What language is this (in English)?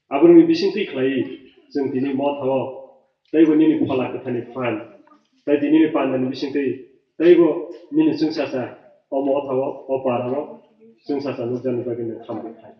Kok Borok